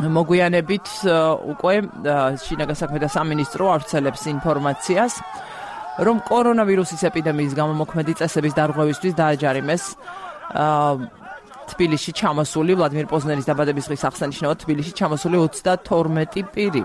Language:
Georgian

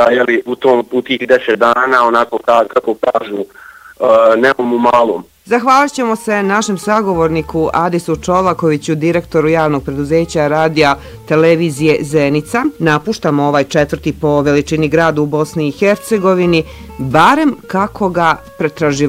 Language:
Bosnian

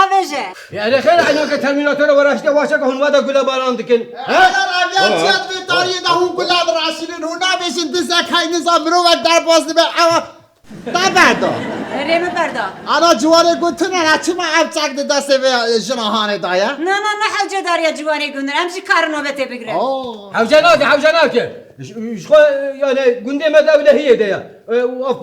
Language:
Kurdish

